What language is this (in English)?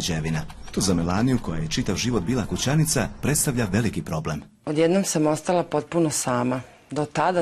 Croatian